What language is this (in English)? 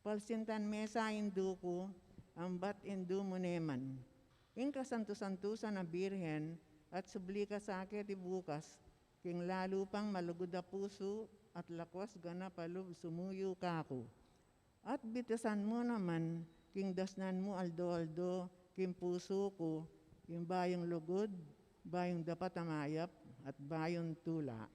Pampanga